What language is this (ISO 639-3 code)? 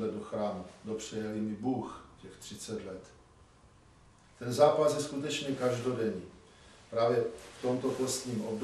ces